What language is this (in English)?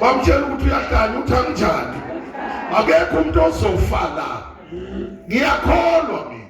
Zulu